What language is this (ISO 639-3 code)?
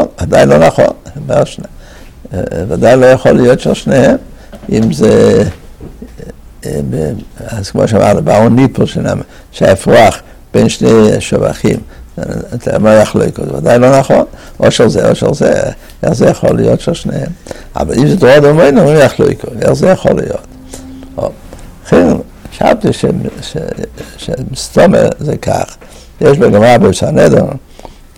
heb